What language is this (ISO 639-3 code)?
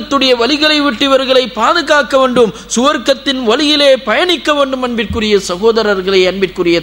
tam